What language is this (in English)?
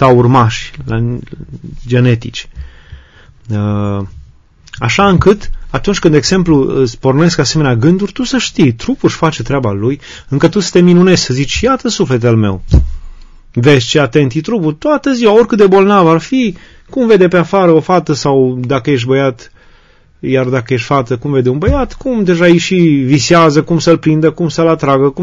Romanian